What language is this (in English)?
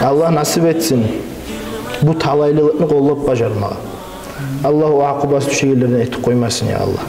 Kumyk